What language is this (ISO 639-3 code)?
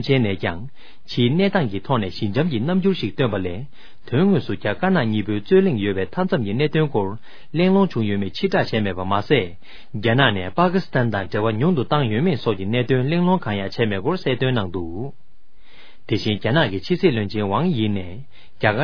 bod